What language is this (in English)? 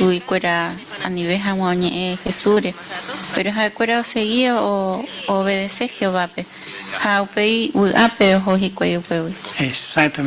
Guarani